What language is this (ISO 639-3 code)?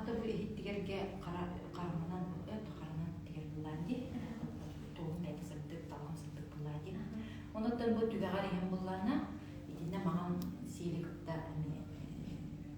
sah